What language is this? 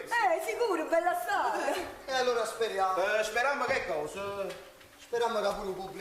Neapolitan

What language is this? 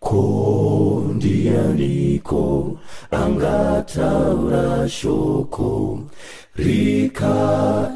Shona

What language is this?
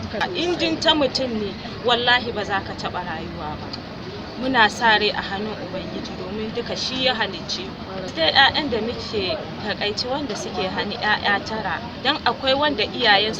Hausa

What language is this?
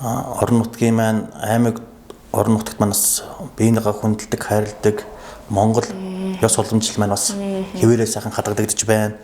Mongolian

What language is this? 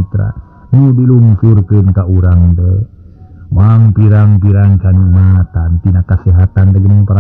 Sundanese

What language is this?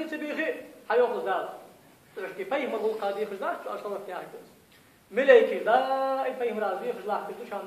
Ingush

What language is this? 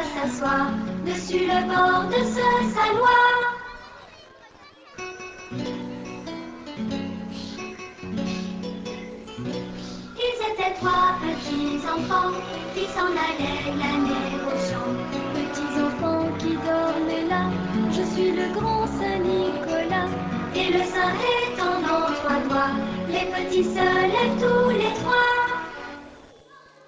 French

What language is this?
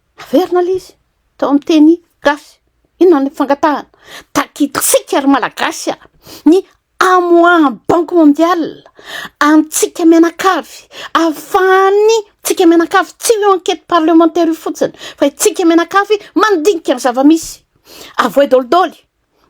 Malagasy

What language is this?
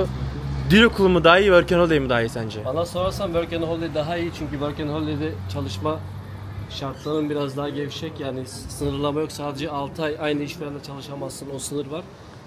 Turkish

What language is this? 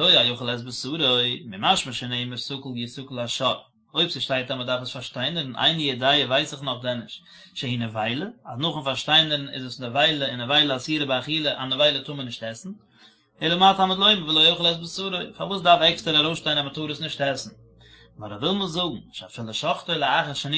Yiddish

